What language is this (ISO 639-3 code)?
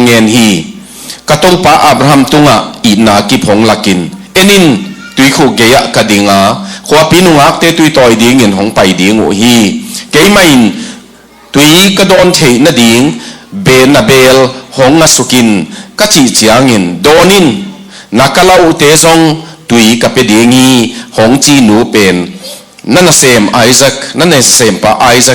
ctd